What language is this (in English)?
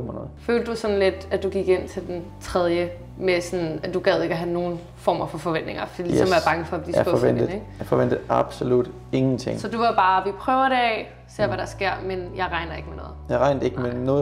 Danish